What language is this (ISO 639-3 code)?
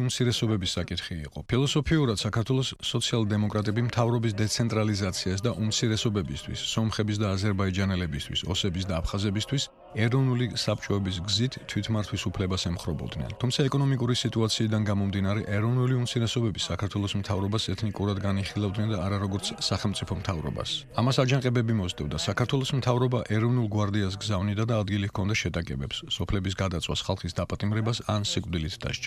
kat